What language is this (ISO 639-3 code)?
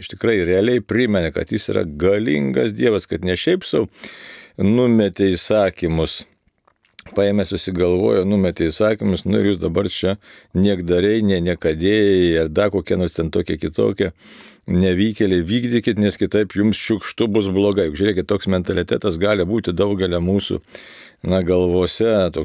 lit